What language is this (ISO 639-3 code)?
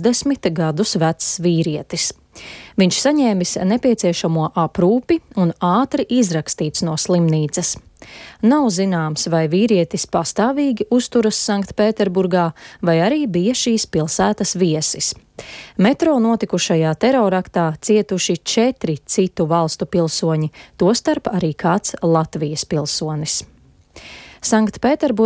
lav